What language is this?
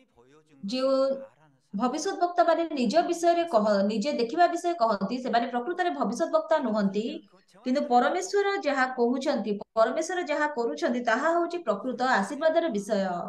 Odia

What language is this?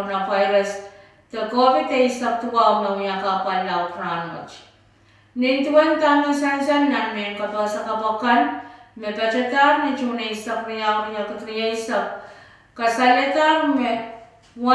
Pohnpeian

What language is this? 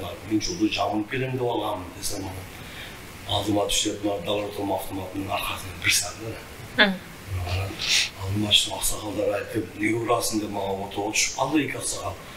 Kyrgyz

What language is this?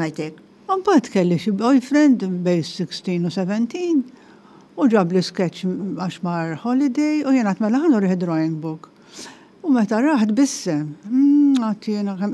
Maltese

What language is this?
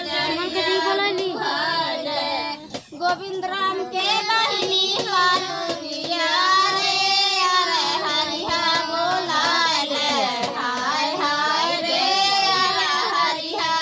Bhojpuri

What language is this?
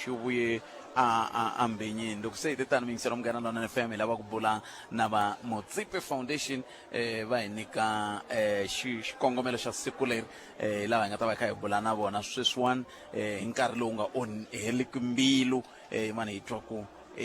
Tsonga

